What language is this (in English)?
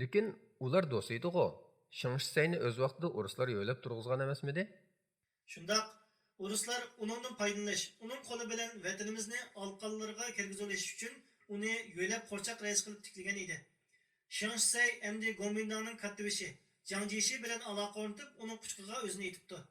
Uyghur